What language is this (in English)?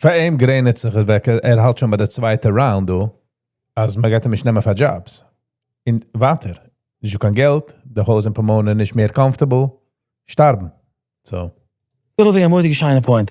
Yiddish